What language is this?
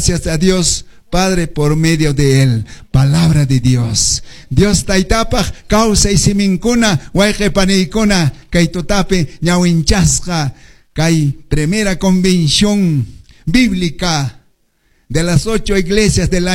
Quechua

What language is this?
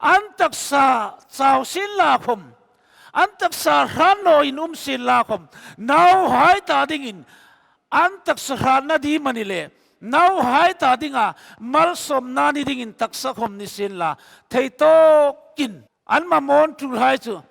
Hmar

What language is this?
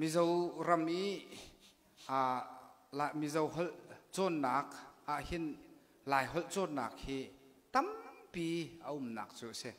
Falam Chin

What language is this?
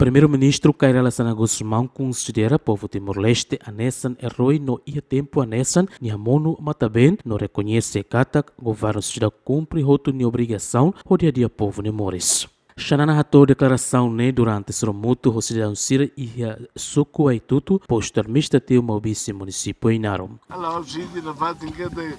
Tetum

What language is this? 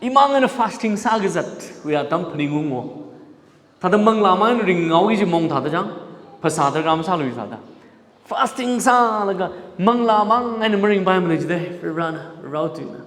Tangkhul Naga (India)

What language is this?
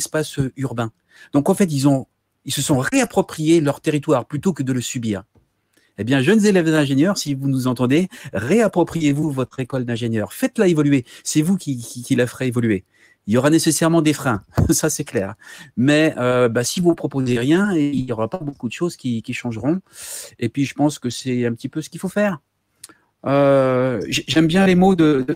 French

